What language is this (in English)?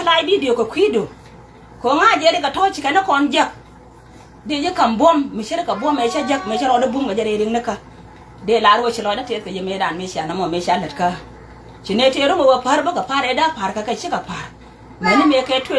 Nuer